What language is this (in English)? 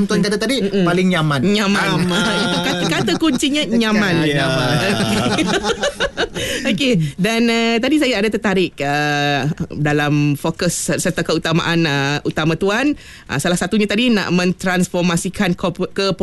Malay